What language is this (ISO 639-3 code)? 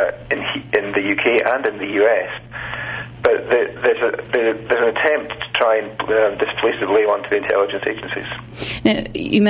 eng